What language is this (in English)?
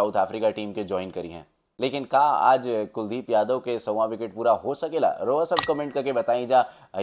Bhojpuri